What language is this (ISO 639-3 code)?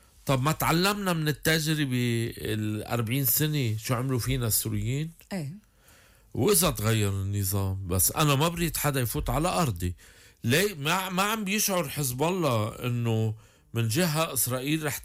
apc